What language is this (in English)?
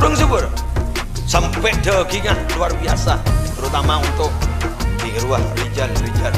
Madurese